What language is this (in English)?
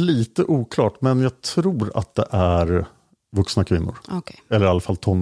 Swedish